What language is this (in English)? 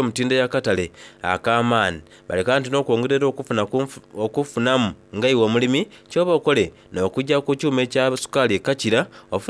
Soga